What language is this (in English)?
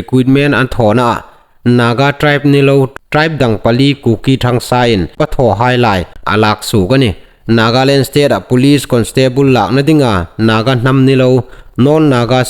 Hmar